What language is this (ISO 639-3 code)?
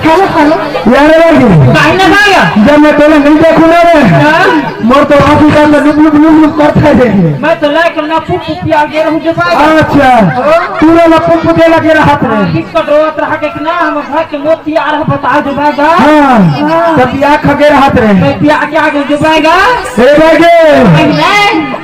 hne